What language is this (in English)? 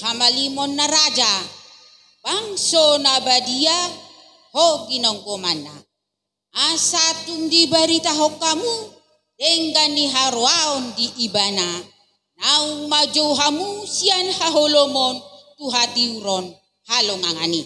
Batak Toba